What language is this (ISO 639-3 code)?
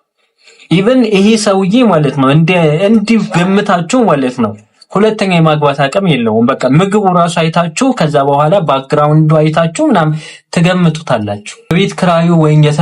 amh